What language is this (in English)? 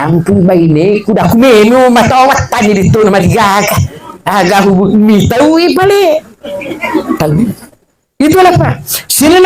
Buginese